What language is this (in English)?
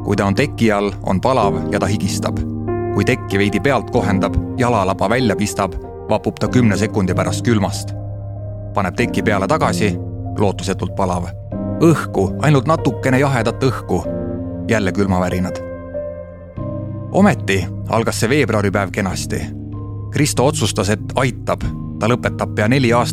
Estonian